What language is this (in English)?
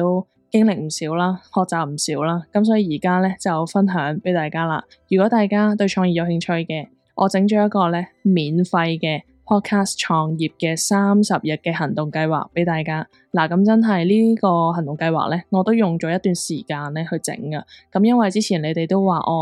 Cantonese